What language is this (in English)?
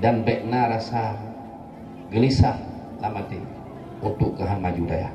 Achinese